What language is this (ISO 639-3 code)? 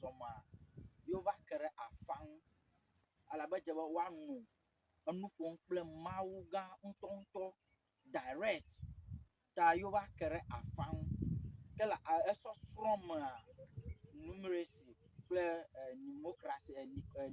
ewe